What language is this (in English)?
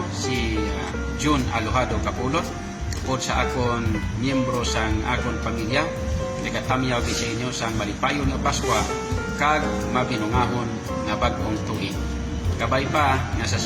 Hiligaynon